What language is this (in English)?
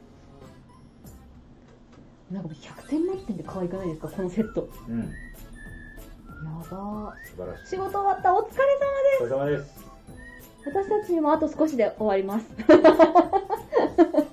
Japanese